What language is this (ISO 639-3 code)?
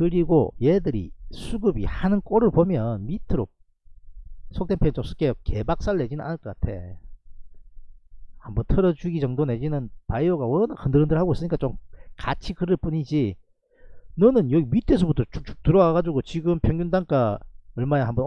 kor